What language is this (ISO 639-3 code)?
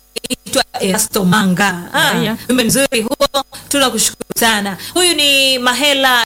swa